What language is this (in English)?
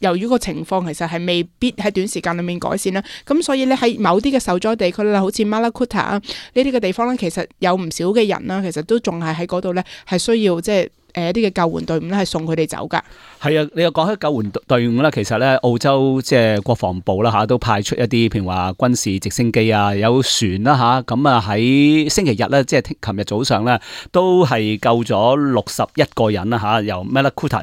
Cantonese